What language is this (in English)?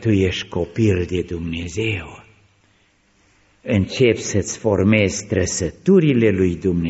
Romanian